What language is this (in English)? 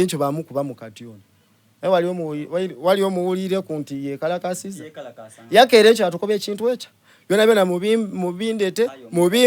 Soga